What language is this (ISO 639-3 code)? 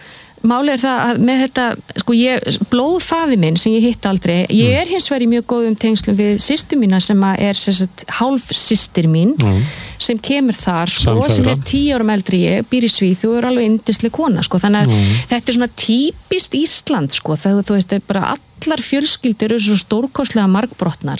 isl